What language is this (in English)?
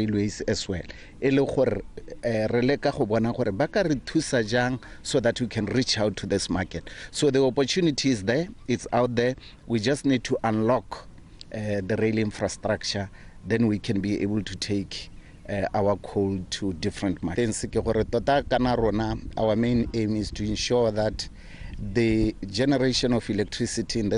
Tswana